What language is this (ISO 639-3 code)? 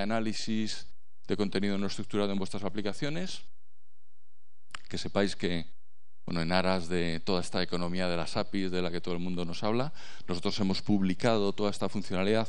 spa